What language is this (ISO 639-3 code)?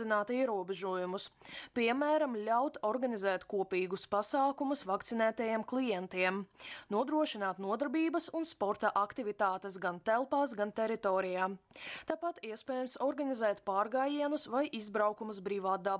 lav